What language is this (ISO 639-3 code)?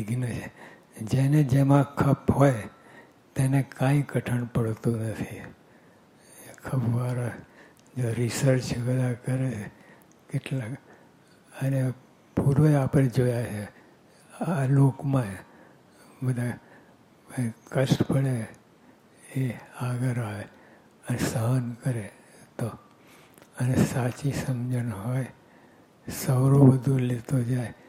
guj